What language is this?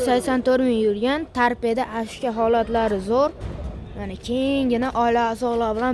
Uzbek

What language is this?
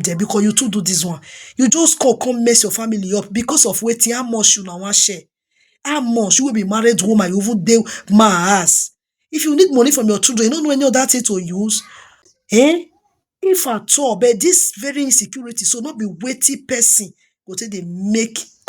Nigerian Pidgin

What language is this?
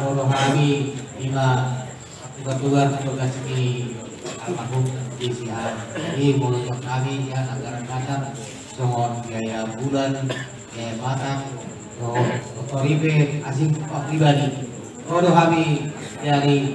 Batak Toba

